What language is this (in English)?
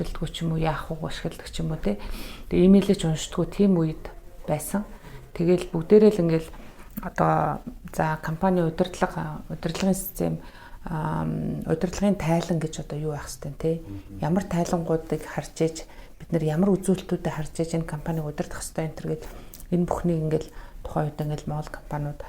Mongolian